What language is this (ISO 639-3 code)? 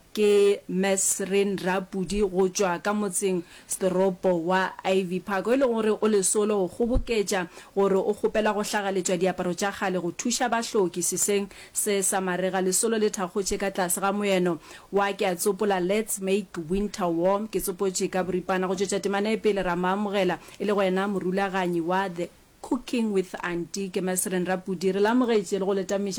nso